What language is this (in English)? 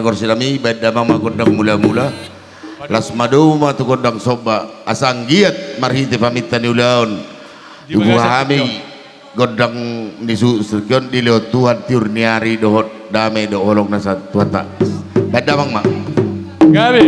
Batak Toba